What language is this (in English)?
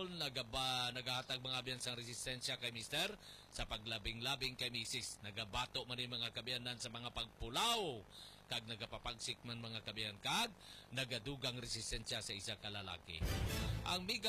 Hiligaynon